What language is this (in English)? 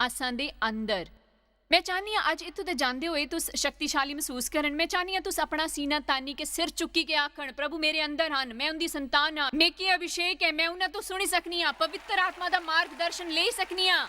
Dogri